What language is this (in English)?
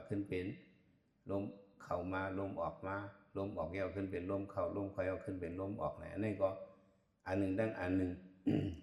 Shan